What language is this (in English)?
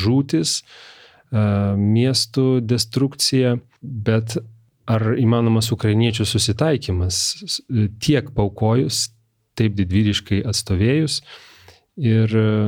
Lithuanian